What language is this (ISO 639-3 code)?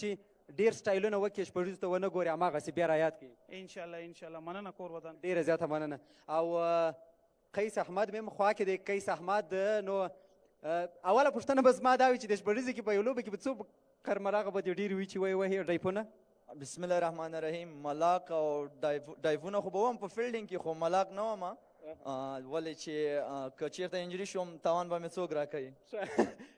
pus